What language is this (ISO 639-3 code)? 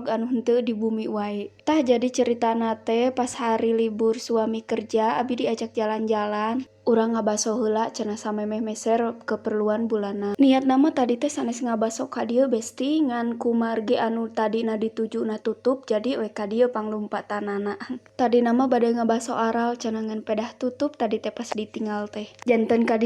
sun